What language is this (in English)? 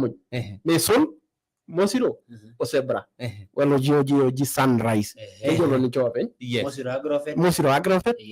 Masai